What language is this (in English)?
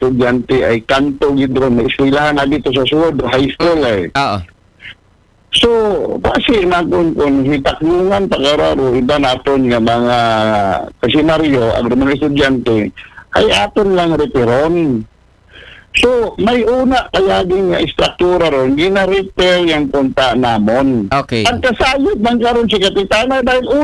Aklanon